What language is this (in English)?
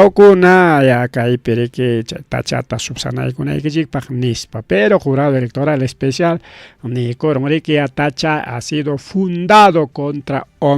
Ayacucho Quechua